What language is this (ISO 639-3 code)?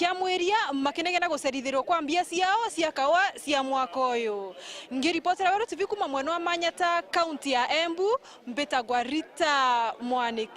mer